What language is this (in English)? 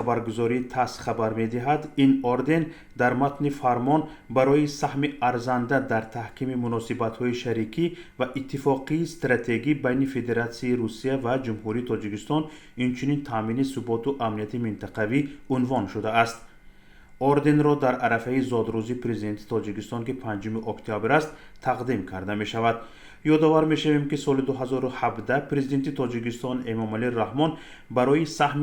Tajik